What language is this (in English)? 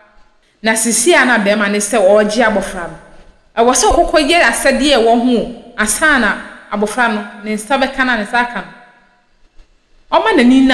Akan